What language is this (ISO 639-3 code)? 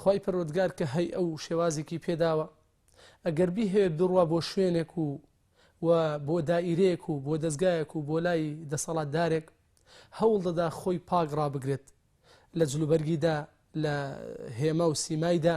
ckb